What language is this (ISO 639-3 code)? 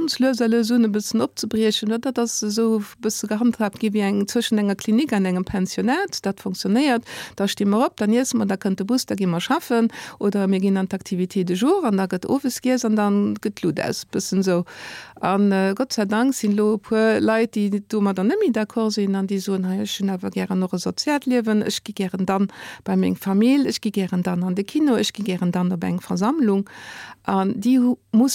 ltz